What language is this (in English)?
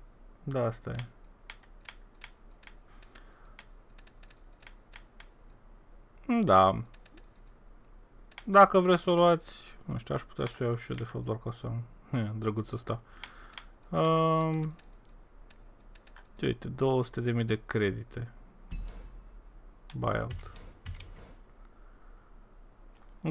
Romanian